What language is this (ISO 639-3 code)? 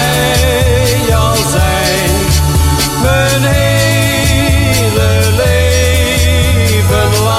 nld